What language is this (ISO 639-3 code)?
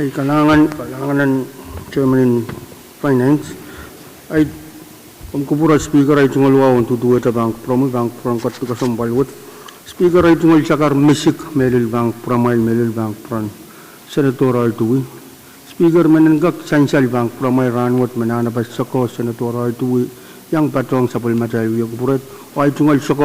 pon